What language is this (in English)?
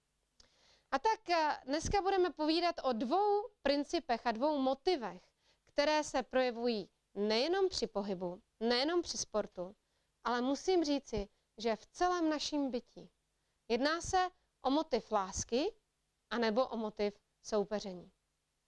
Czech